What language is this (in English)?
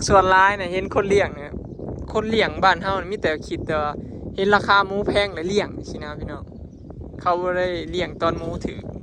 Northeastern Thai